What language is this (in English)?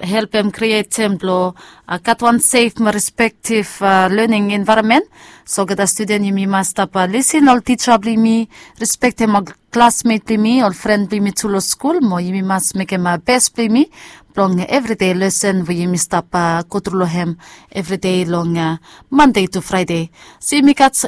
Bislama